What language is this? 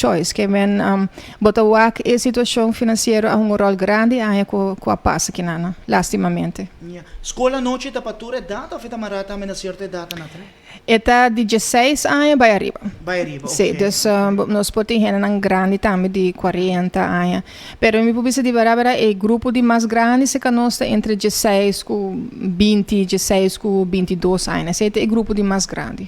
Papiamento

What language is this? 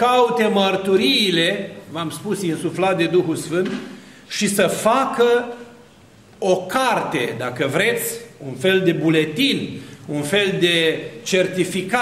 Romanian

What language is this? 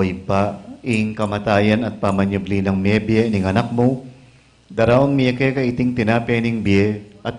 Pampanga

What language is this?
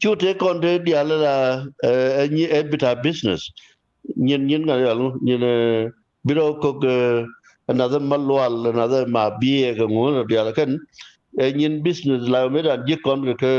Nuer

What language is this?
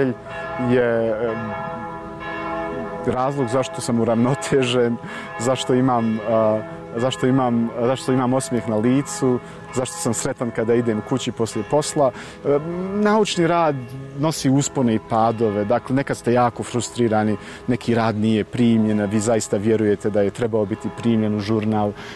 Bosnian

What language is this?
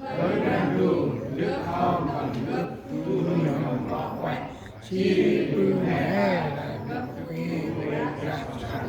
Central Mnong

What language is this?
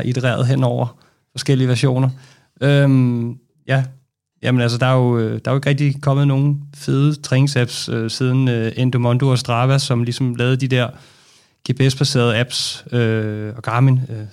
Danish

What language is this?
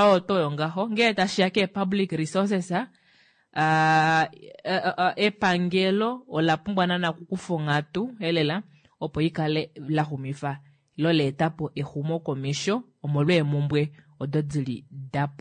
Kuanyama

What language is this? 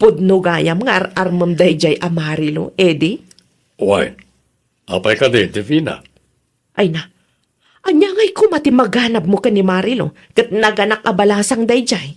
Iloko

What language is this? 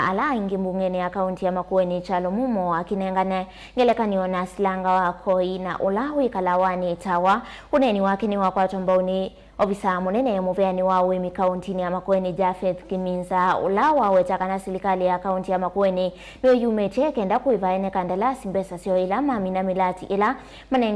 Kamba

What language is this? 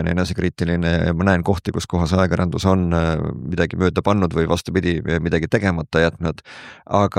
Estonian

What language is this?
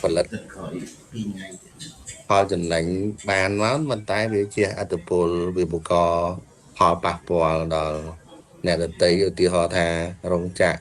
Khmer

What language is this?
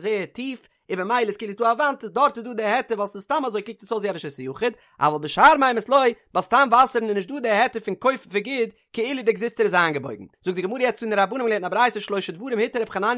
Yiddish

